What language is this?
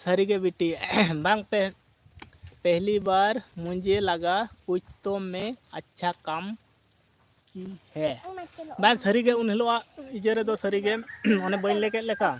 Santali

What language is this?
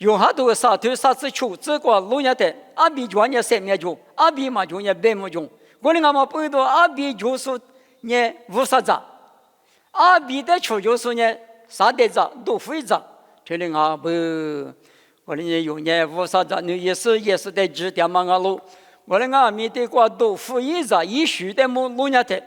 Lisu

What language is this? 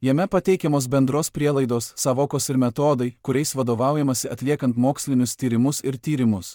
Lithuanian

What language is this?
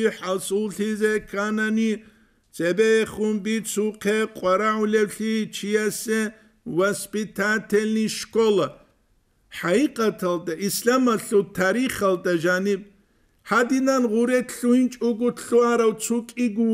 Avaric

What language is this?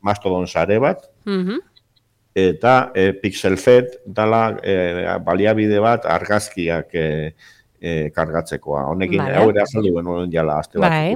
Basque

